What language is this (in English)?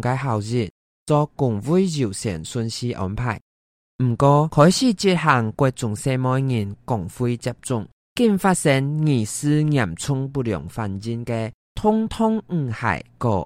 Hakka Chinese